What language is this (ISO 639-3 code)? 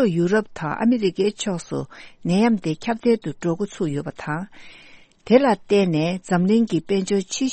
bod